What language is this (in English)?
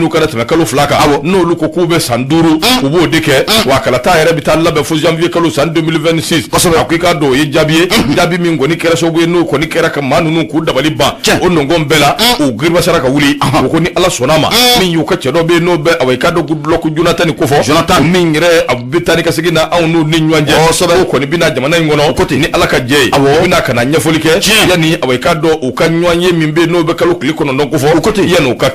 Bambara